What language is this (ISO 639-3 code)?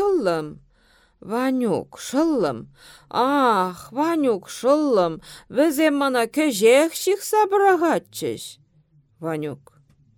chv